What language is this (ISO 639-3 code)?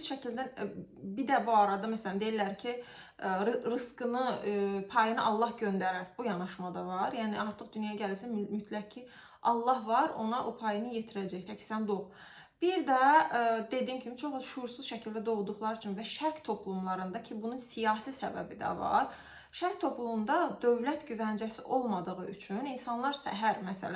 aze